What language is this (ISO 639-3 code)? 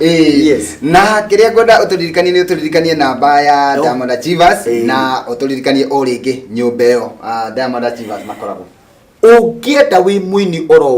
kik